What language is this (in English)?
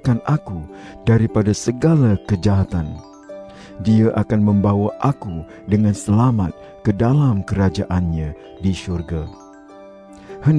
Malay